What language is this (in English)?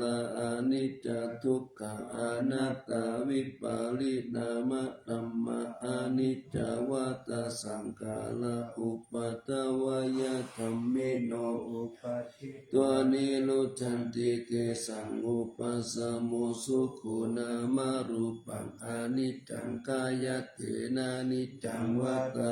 Pali